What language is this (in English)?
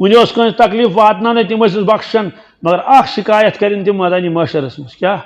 Kashmiri